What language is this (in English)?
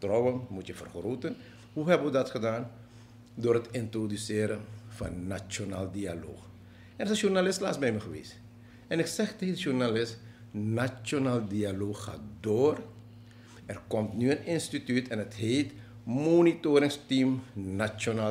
Dutch